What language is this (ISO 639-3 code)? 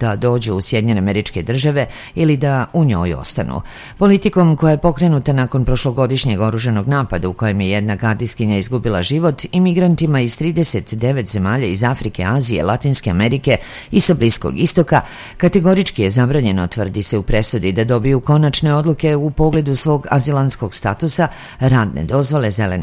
srp